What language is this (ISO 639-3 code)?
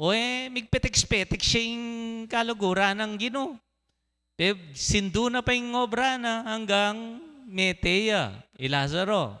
pam